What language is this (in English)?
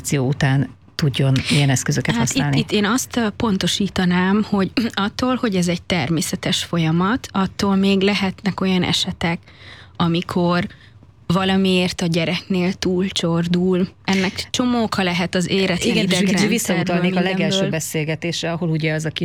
Hungarian